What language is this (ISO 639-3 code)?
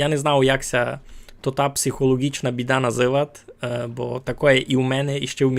rue